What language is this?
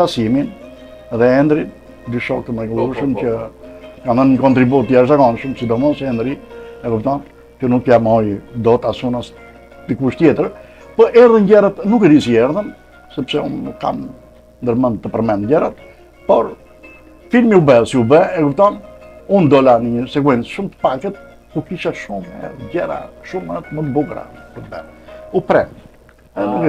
Albanian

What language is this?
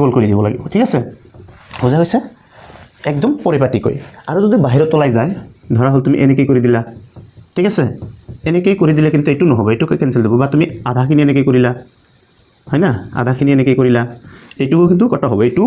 Assamese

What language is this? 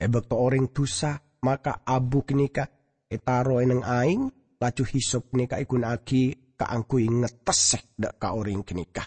Madurese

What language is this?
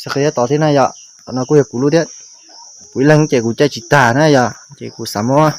Hmong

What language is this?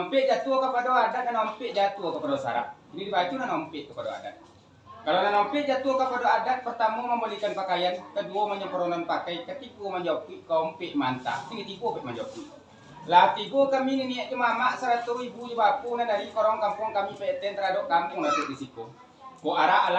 Minangkabau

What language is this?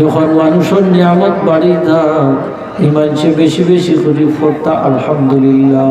Sylheti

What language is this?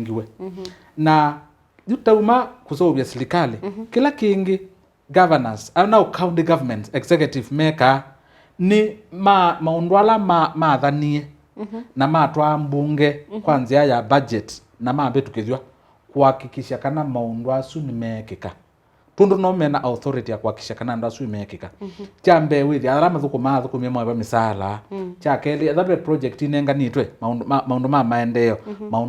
Kamba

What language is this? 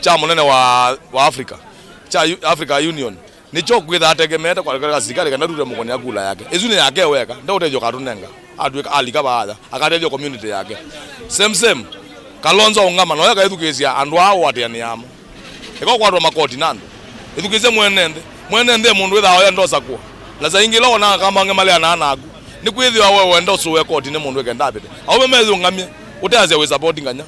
Kamba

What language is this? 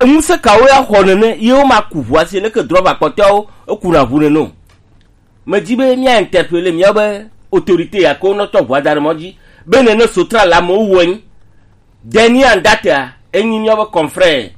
Gen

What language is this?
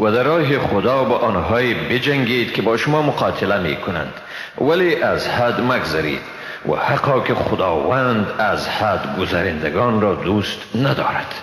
Persian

